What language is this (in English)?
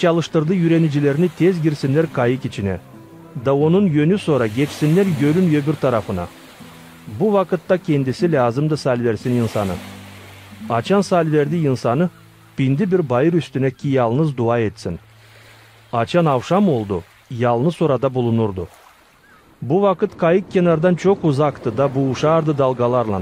Gagauz